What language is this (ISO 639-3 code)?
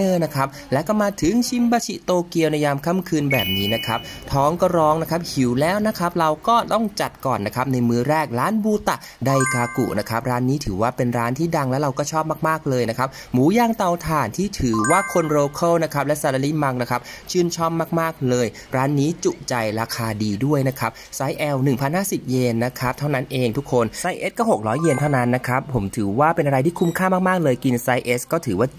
tha